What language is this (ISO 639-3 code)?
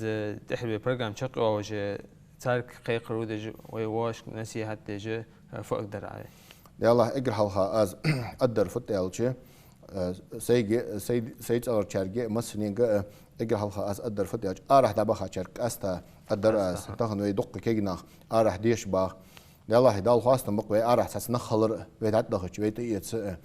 inh